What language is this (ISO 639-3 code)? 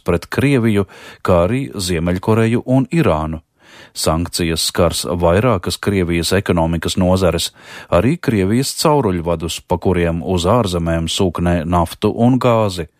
lav